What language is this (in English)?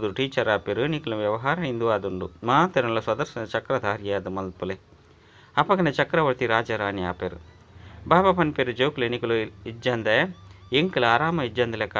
Tulu